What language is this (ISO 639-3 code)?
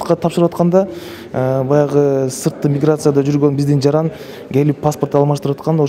kir